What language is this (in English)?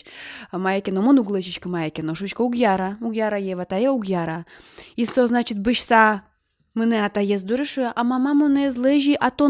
Udmurt